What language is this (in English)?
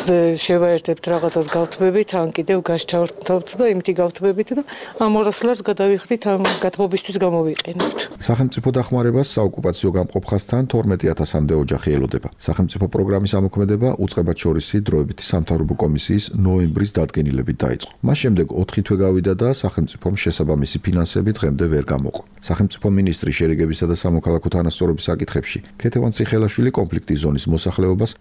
Georgian